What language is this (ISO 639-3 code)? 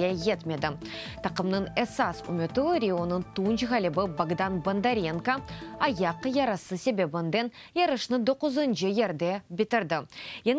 crh